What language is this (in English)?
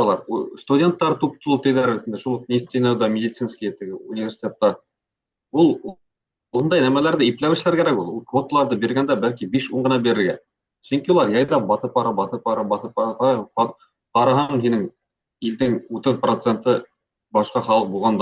Bashkir